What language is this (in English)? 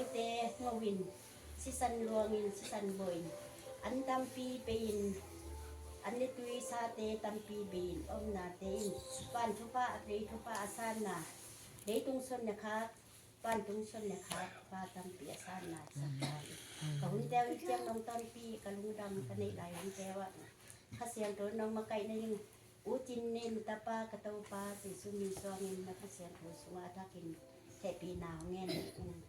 Tedim Chin